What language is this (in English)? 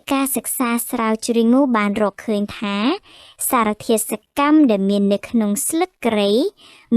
Khmer